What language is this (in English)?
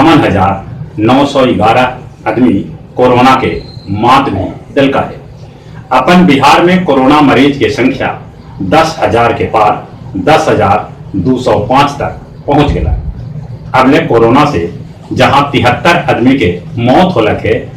Magahi